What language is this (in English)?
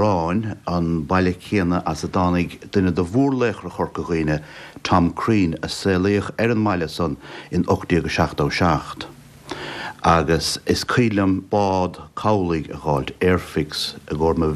Irish